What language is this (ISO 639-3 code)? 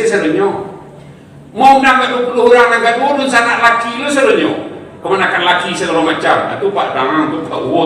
min